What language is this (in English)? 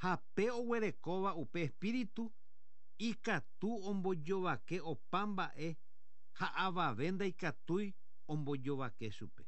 Guarani